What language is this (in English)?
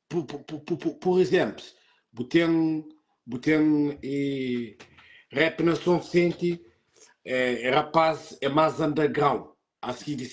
Kabuverdianu